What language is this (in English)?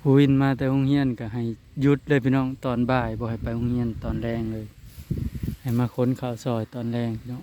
Northeastern Thai